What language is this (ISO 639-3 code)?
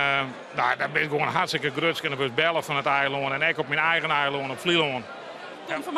fry